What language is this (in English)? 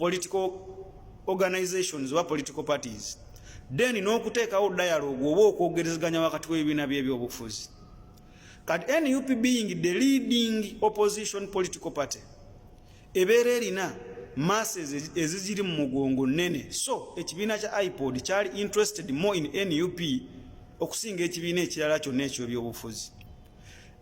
Ganda